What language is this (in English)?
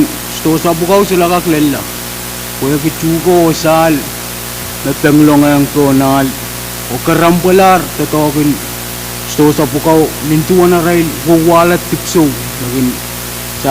Pohnpeian